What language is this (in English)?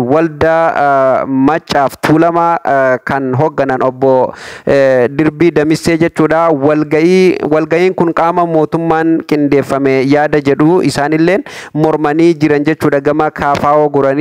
Oromo